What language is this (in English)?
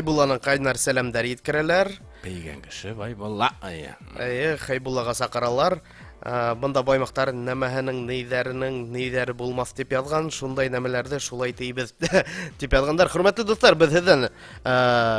Bashkir